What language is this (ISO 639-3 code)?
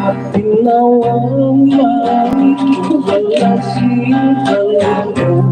hil